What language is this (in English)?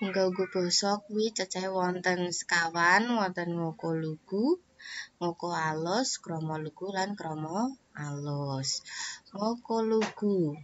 Javanese